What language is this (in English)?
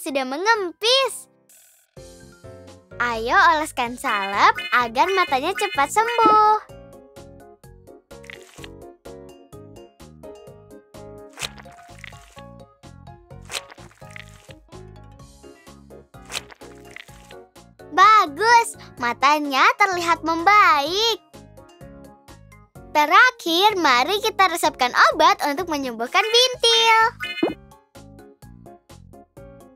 Indonesian